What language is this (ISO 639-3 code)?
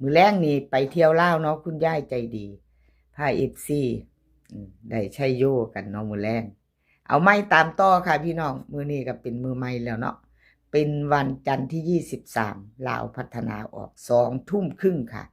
tts